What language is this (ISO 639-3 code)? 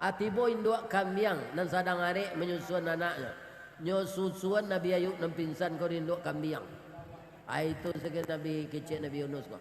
min